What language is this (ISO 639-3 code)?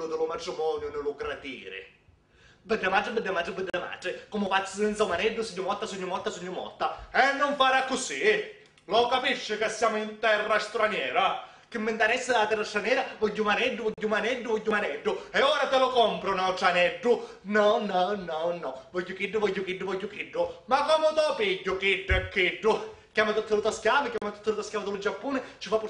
scn